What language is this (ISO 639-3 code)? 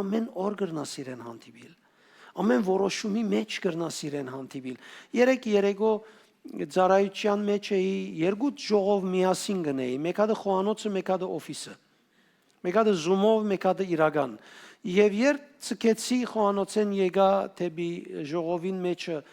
hyw